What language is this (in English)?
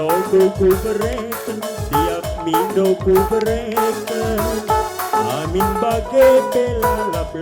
Batak Karo